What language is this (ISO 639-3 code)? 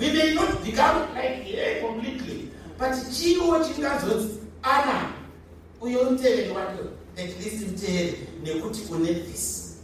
sna